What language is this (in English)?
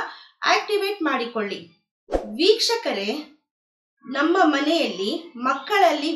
Kannada